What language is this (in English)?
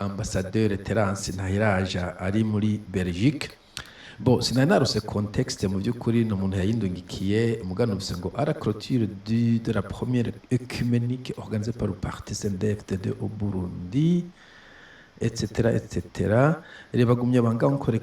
Rundi